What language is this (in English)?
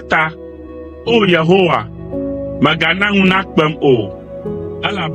Ewe